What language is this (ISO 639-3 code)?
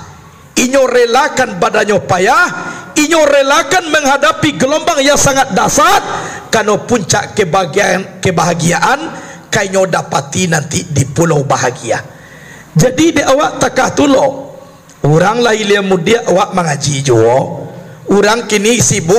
min